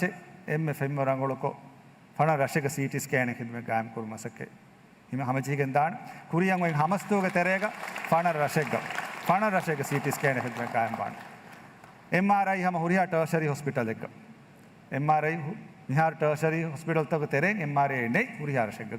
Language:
Divehi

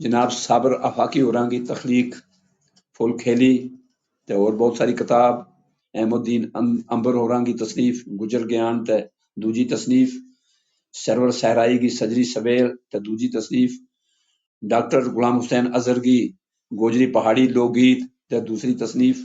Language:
Gujari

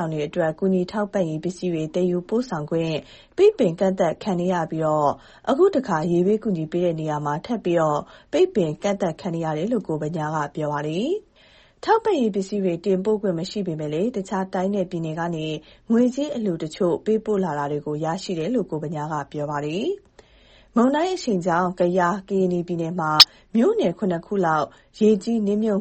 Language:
Burmese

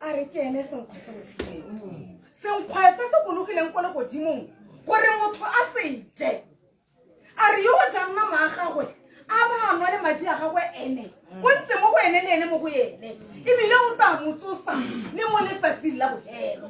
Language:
Tswana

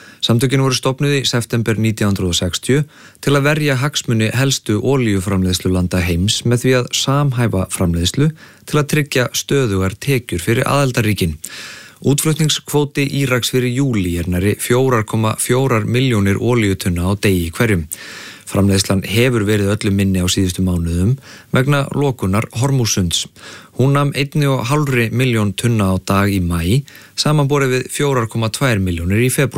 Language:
Icelandic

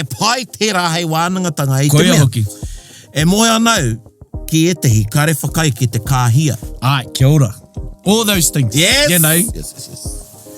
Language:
Māori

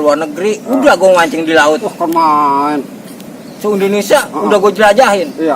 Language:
Betawi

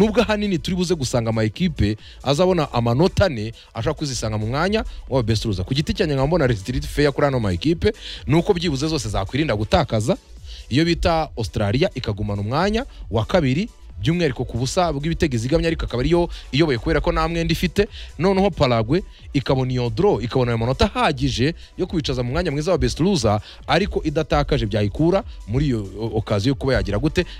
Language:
Kinyarwanda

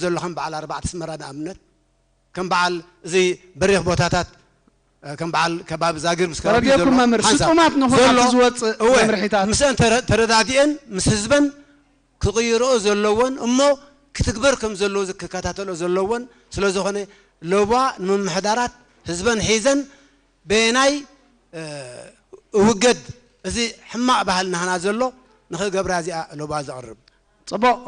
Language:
Tigrinya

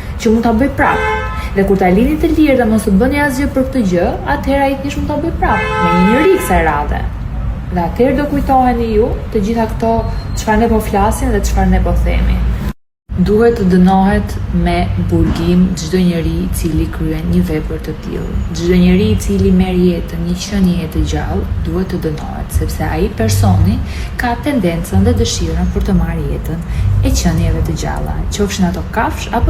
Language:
Albanian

